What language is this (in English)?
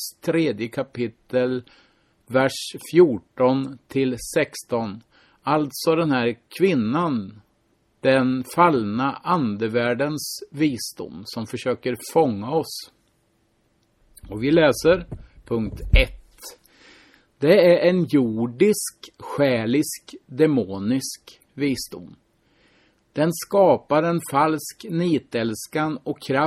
Swedish